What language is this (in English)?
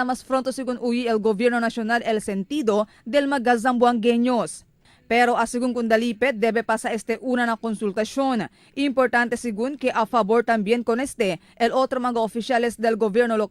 Chavacano